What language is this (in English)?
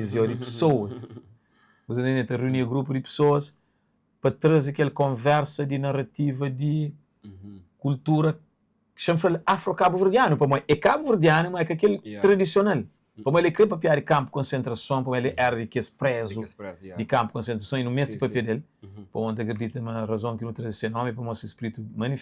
Kabuverdianu